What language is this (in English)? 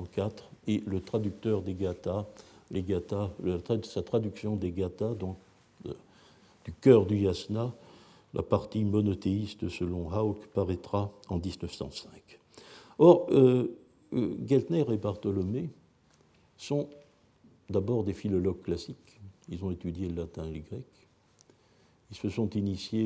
French